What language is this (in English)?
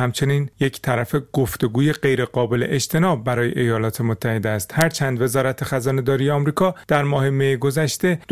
Persian